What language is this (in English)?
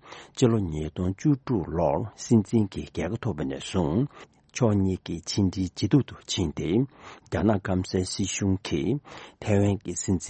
Tibetan